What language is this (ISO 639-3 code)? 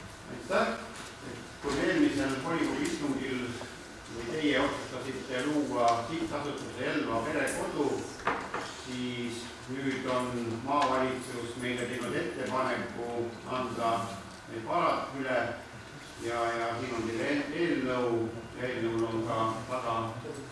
est